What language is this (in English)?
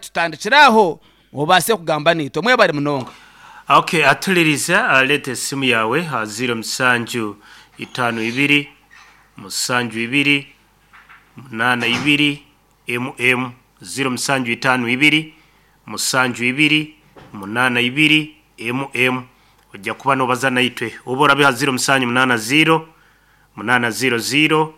Nyankole